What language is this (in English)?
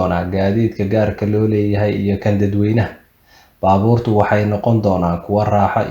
Somali